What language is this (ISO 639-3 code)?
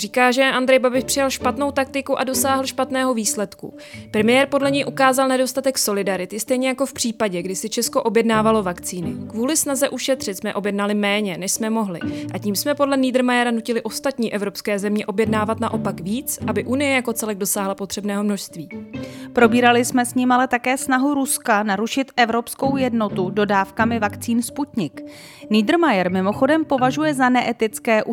ces